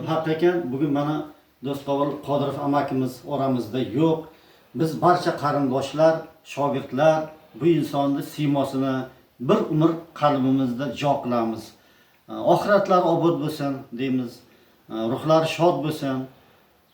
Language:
Uzbek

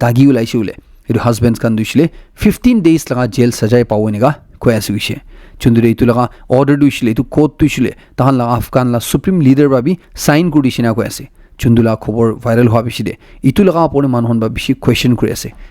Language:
Naga Pidgin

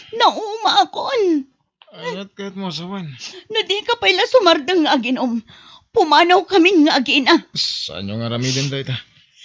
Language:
Iloko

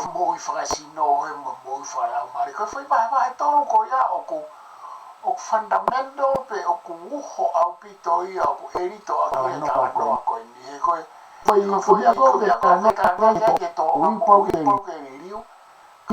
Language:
Tongan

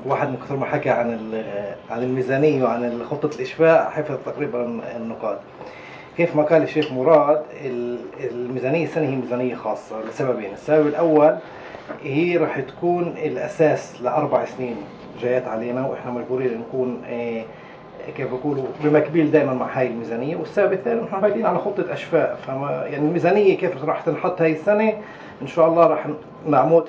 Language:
North Levantine Arabic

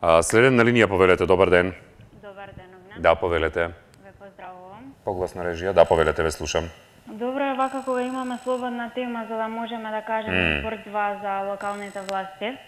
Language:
Macedonian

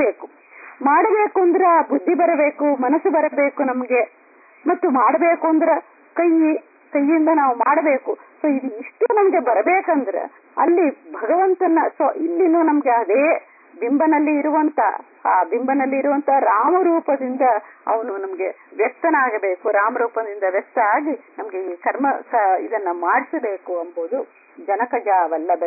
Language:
Kannada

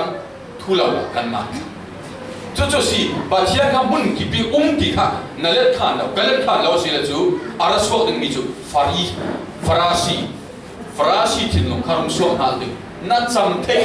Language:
Falam Chin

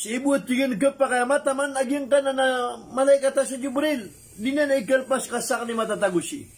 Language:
Maranao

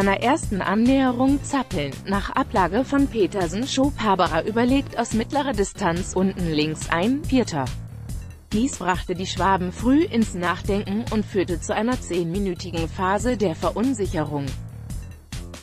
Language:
German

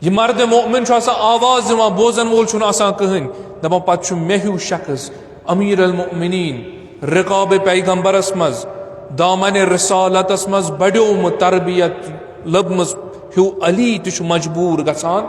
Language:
Kashmiri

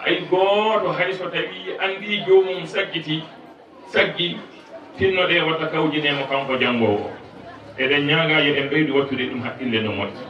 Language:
Fula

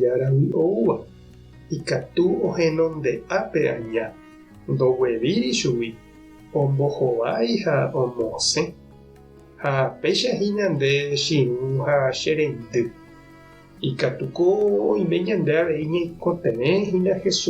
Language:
Guarani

